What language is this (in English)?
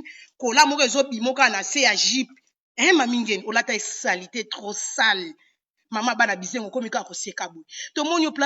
Lingala